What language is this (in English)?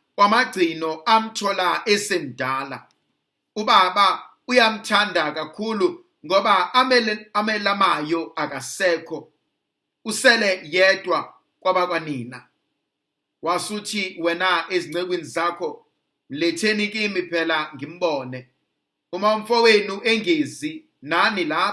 Zulu